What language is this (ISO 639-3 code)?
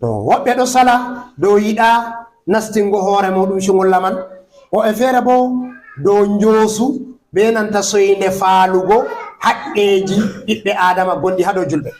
ful